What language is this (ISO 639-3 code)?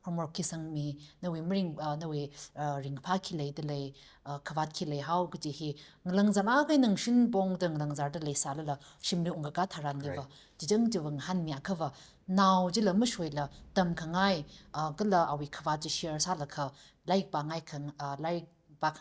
nmf